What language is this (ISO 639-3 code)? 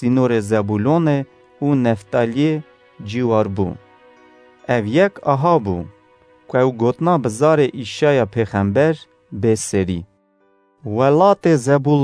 kur